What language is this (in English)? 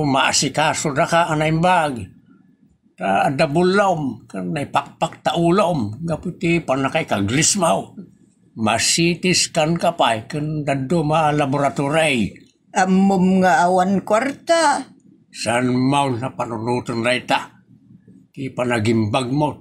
Iloko